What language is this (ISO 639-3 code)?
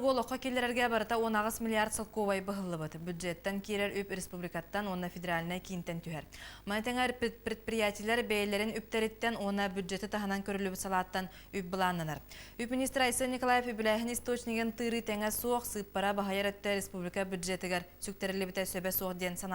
sah